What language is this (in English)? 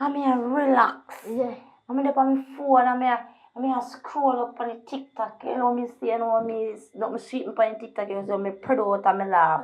Jamaican Creole English